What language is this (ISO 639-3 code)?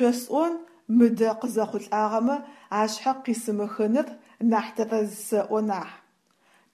ady